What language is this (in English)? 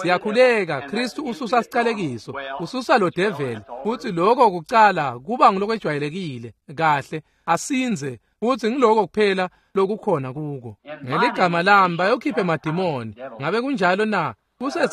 Swati